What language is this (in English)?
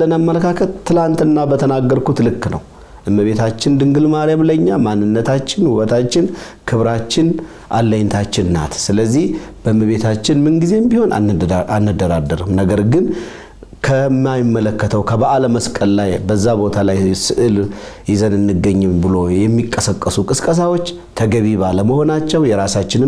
Amharic